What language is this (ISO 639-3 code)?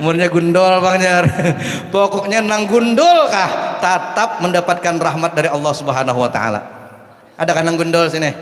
bjn